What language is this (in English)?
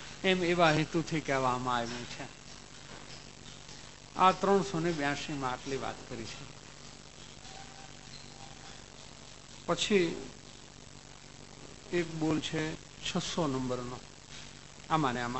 Gujarati